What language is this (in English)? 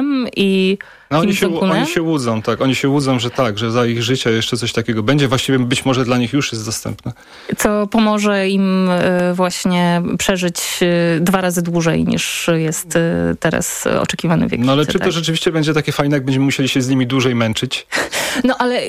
Polish